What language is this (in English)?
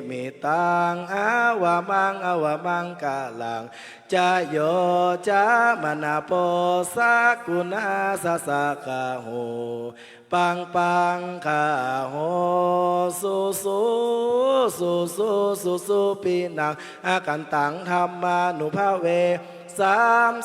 Pali